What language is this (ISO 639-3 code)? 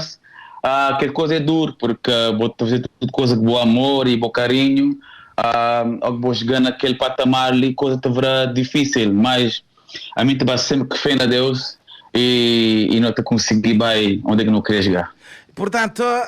kea